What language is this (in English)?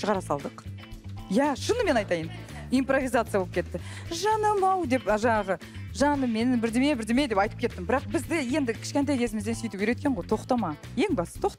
Kazakh